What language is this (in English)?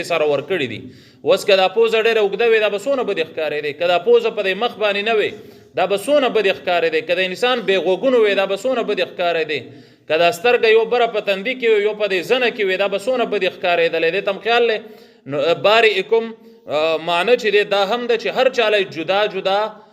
Pashto